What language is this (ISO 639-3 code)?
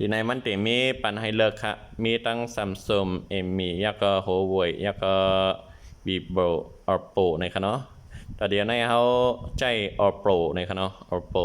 shn